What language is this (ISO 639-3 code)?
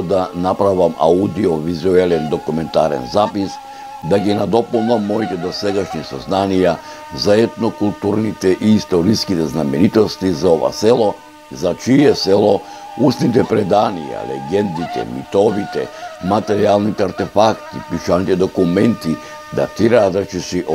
mkd